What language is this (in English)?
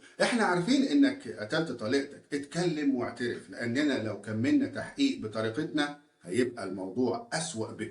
Egyptian Arabic